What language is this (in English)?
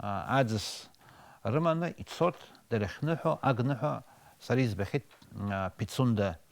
Abkhazian